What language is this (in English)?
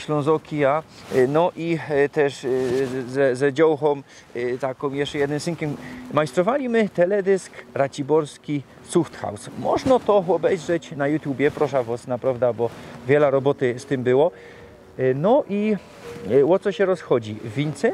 Silesian